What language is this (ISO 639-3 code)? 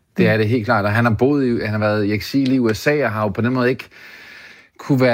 dan